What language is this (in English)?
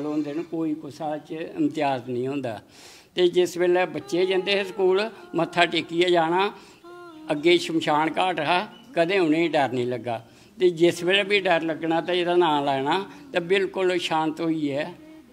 Dogri